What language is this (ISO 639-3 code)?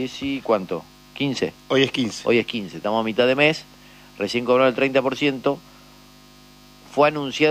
spa